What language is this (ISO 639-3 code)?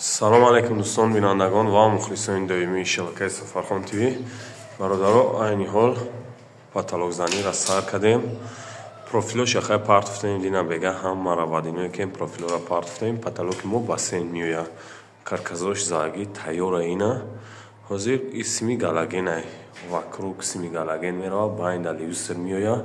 tgk